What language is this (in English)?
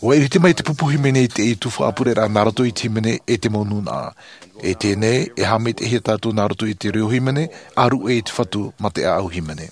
Tahitian